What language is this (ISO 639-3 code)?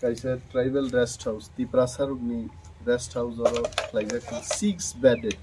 trp